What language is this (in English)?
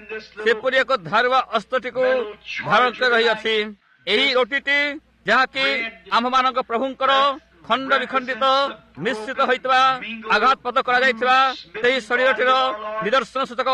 Odia